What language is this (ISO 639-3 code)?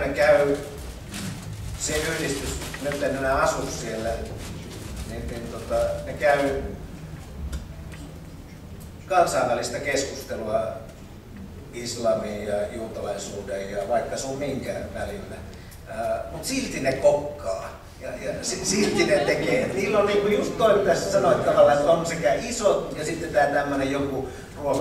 fin